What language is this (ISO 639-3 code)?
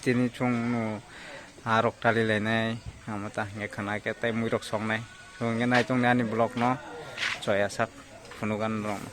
trp